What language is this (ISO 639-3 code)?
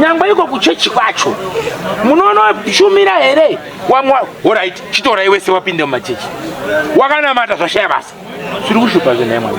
sna